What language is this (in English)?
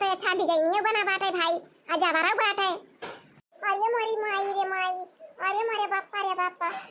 Awadhi